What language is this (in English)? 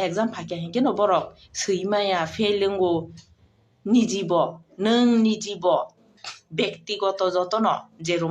Kok Borok